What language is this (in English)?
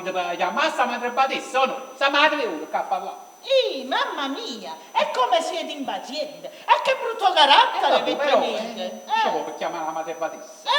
Neapolitan